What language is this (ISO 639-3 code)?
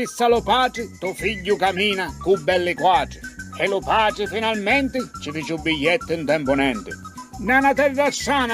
scn